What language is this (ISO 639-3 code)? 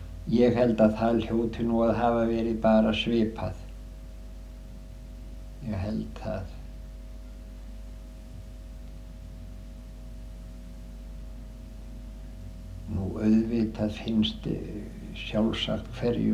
isl